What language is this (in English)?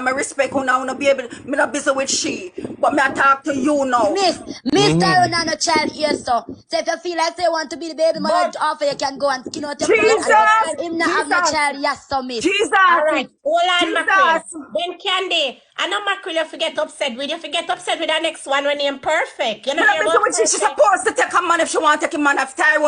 Jamaican Creole English